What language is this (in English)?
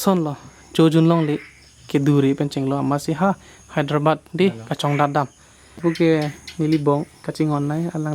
Karbi